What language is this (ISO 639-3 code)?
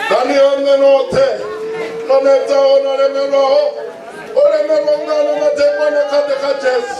ven